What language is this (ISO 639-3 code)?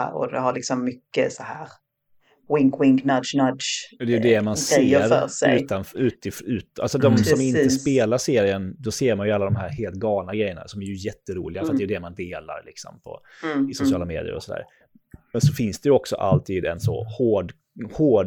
swe